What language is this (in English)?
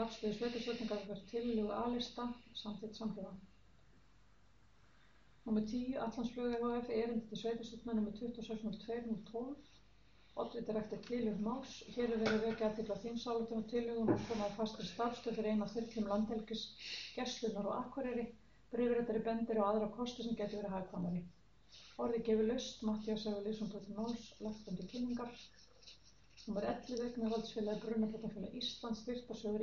Icelandic